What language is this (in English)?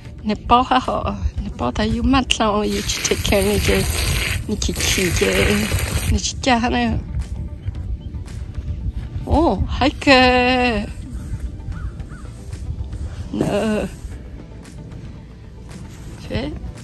Vietnamese